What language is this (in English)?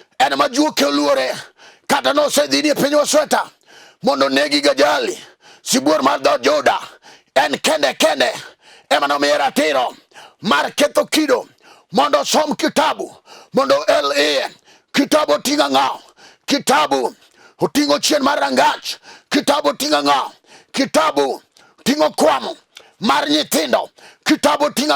Luo (Kenya and Tanzania)